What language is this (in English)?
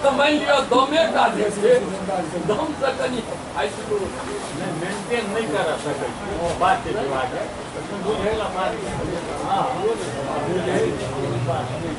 Maithili